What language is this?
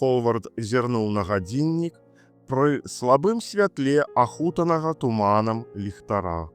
Belarusian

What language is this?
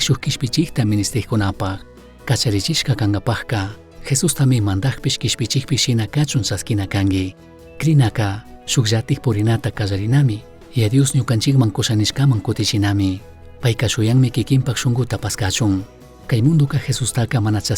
Chimborazo Highland Quichua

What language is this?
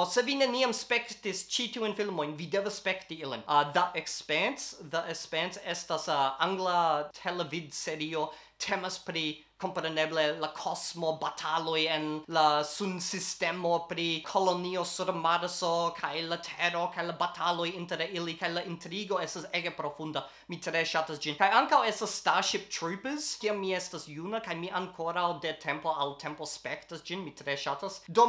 Esperanto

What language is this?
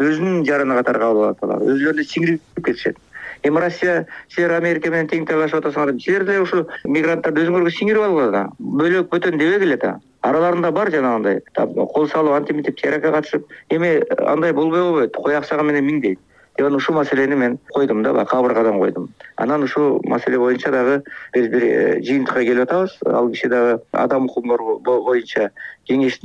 Kyrgyz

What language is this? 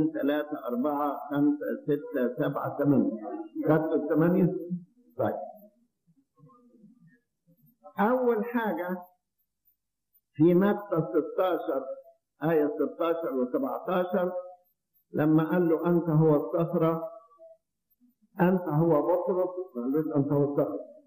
Egyptian Arabic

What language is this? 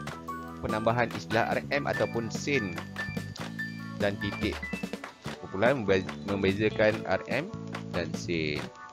Malay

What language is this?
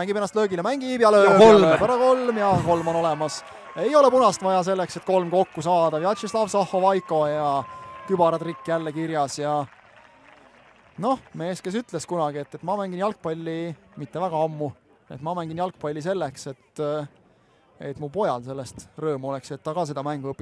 Estonian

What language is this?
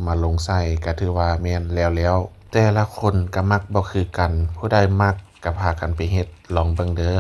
Lao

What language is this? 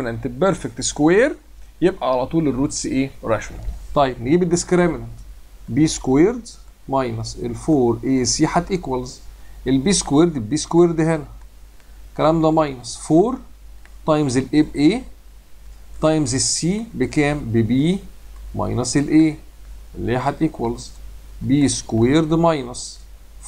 Egyptian Arabic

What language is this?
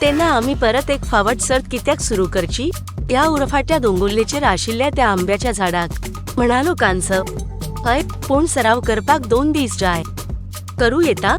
Konkani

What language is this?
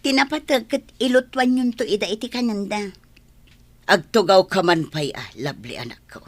Iloko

